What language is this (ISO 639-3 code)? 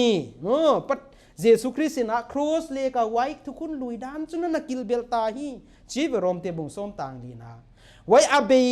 pck